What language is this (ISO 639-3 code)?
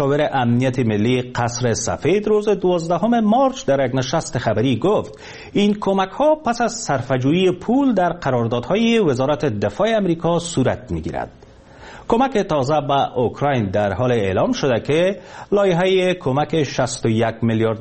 fas